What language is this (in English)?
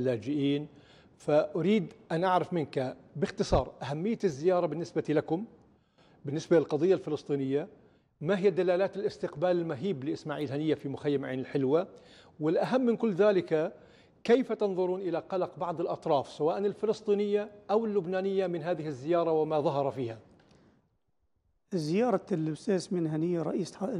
Arabic